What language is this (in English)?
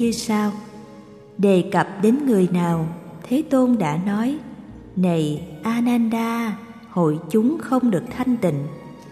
Vietnamese